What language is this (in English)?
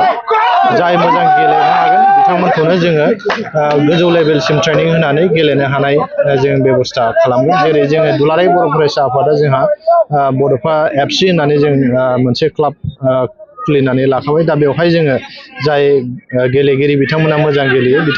Bodo